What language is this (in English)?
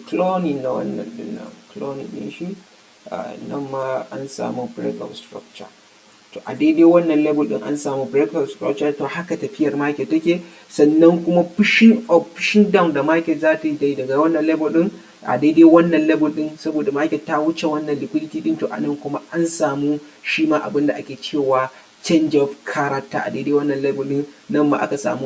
Hausa